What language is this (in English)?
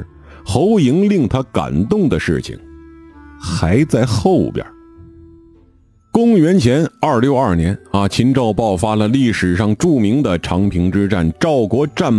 Chinese